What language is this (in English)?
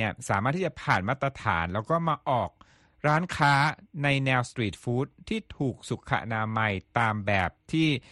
Thai